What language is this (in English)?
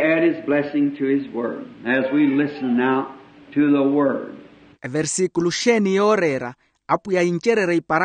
Makhuwa